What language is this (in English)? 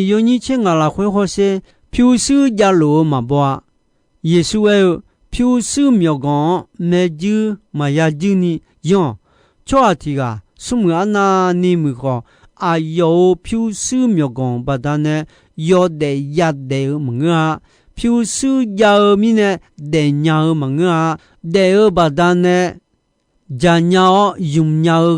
Akha